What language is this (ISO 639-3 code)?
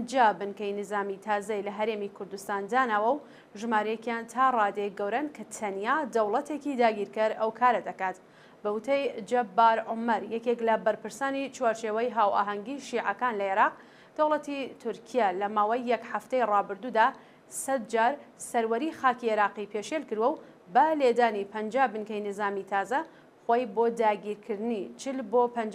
ckb